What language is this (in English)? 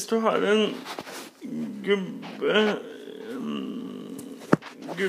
Norwegian